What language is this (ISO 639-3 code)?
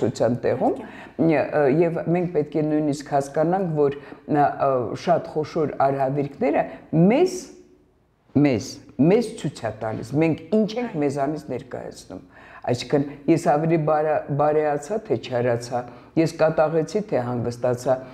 hye